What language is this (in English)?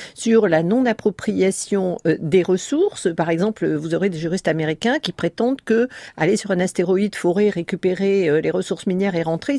French